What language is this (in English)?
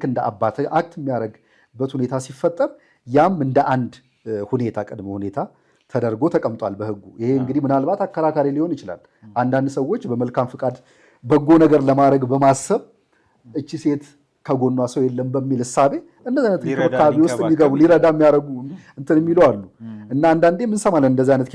Amharic